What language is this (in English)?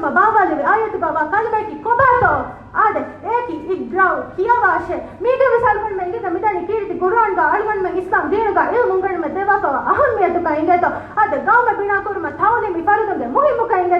Divehi